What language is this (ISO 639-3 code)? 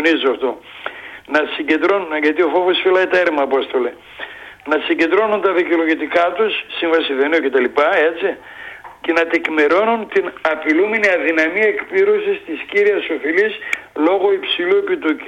ell